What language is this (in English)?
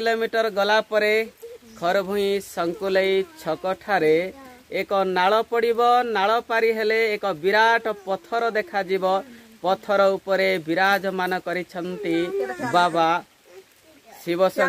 Odia